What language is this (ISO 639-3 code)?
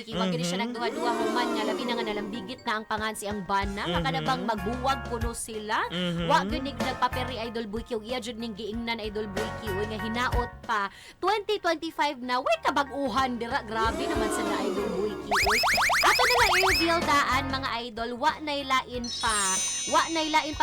ceb